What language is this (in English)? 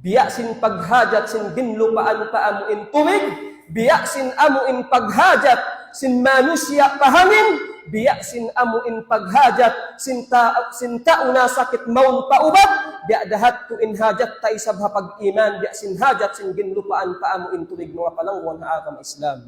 Tausug